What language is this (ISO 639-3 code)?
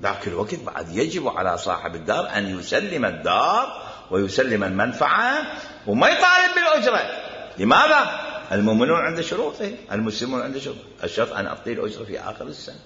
acm